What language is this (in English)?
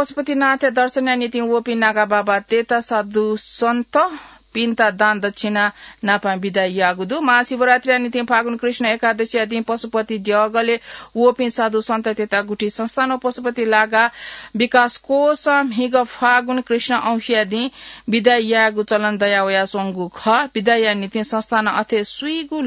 Newari